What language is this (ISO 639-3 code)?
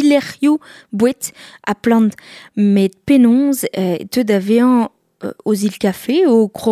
bre